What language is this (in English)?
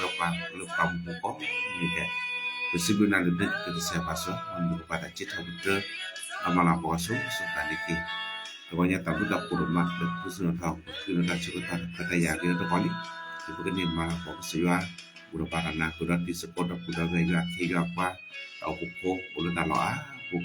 S'gaw Karen